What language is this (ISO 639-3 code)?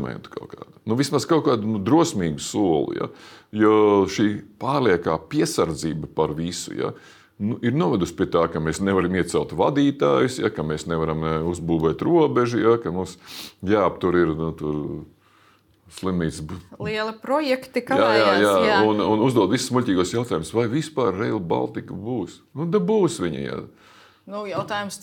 lav